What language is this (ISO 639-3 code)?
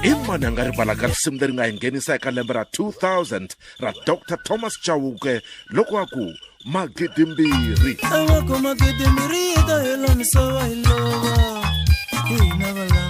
tso